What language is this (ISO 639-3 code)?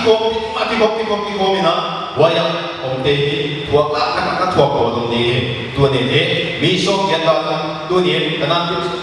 pck